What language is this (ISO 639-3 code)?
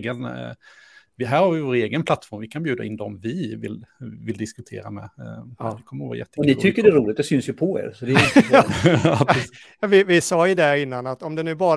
swe